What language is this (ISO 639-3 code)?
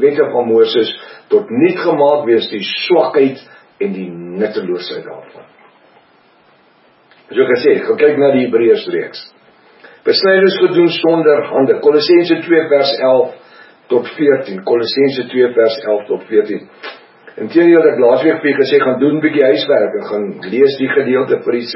afr